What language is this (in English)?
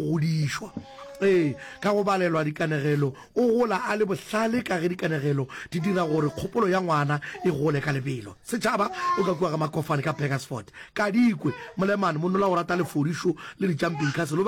Northern Sotho